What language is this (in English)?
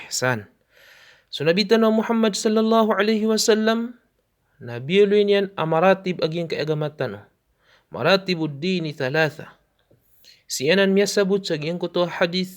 Maranao